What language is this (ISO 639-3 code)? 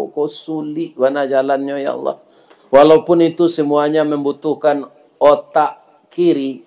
min